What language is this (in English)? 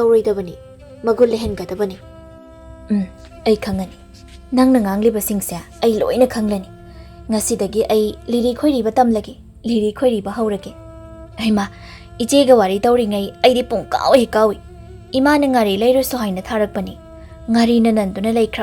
Manipuri